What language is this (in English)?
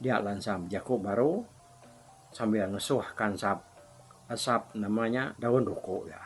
Iban